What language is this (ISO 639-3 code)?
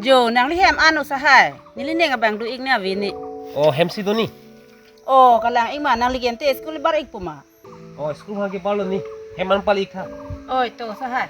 mjw